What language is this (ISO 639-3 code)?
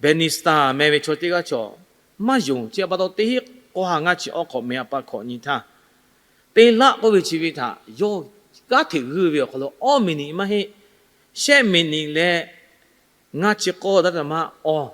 lhu